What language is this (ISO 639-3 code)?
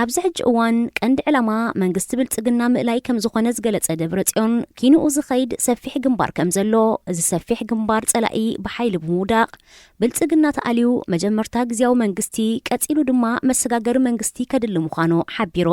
tir